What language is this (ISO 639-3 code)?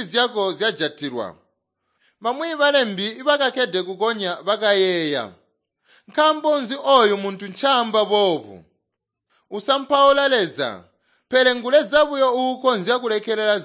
toi